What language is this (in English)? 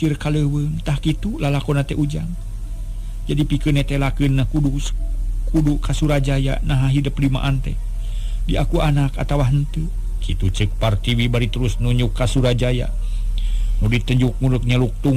Sundanese